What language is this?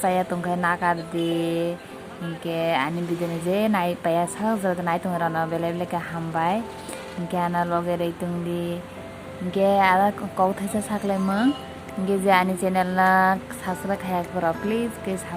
Kok Borok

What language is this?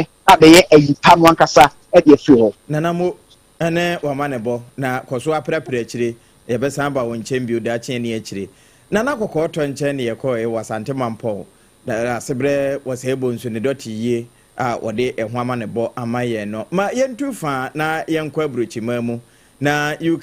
Akan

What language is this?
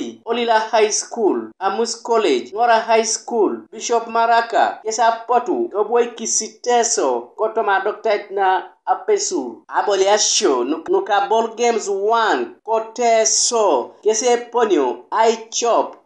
Teso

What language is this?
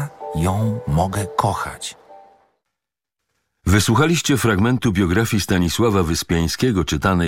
Polish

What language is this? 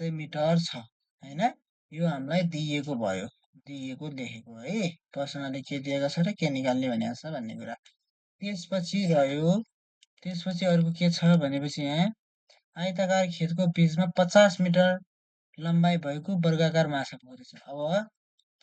Nepali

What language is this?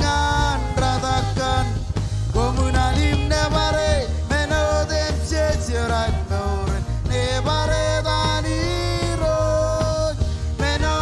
Marshallese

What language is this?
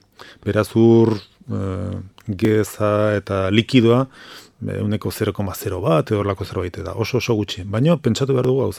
Basque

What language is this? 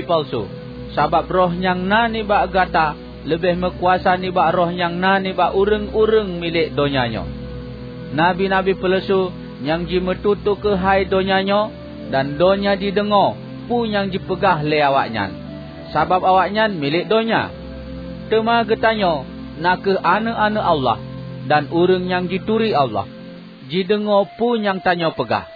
Achinese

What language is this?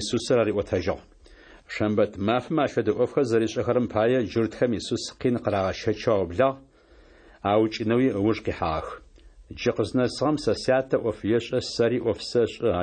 Adyghe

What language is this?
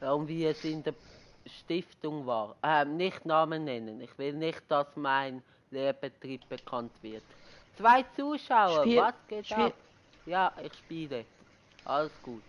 Swiss German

